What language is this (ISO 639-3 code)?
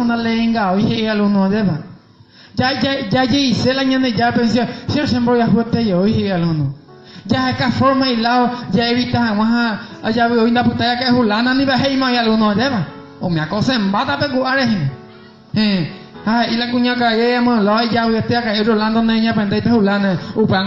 grn